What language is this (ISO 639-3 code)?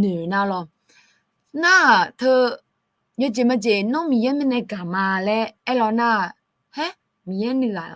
ahk